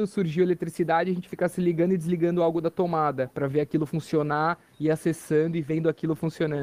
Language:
Portuguese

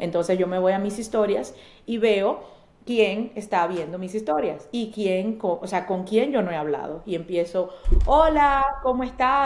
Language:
Spanish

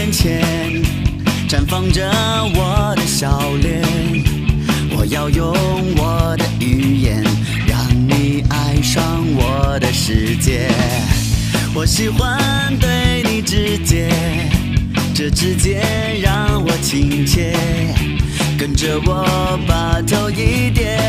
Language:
Chinese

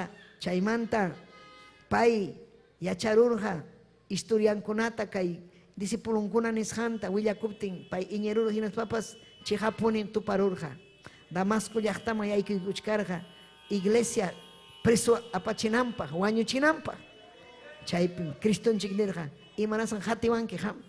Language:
Ayacucho Quechua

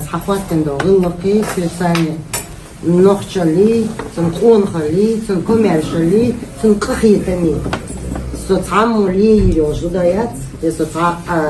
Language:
Chechen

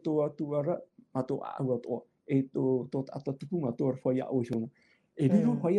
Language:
Tahitian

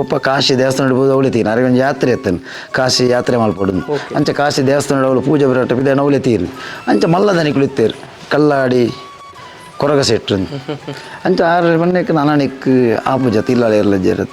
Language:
Tulu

